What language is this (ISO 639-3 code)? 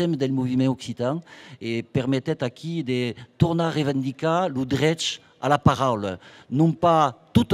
oci